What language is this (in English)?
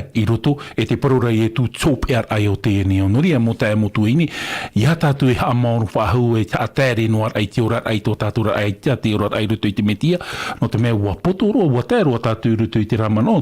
Tahitian